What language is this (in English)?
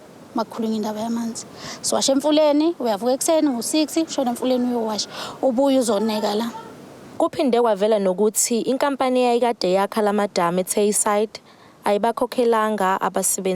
Zulu